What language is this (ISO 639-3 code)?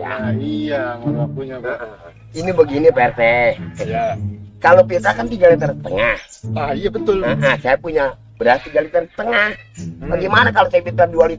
bew